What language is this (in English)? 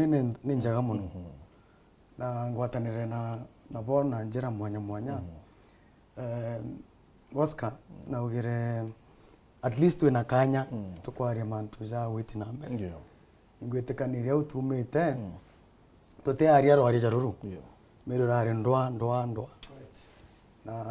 Meru